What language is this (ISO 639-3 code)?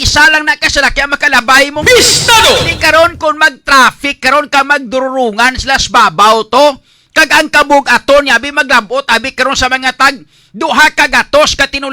hil